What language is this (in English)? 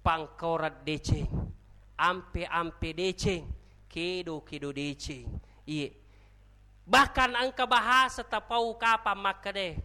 Buginese